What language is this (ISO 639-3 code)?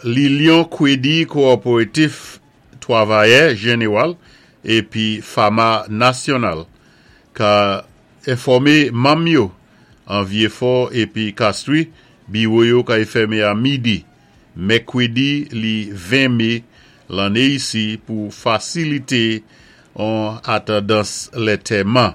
acf